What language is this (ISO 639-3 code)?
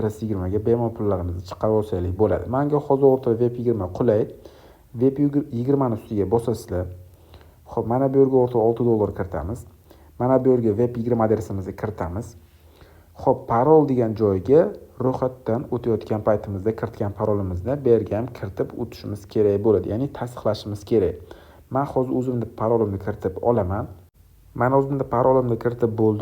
uzb